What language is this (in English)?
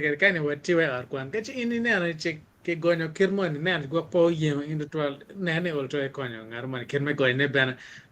Acoli